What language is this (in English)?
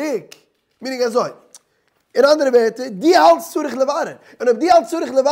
Yiddish